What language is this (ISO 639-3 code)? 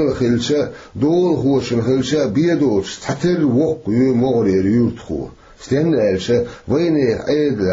che